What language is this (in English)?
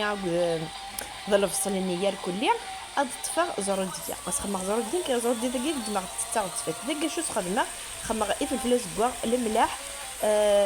Kabyle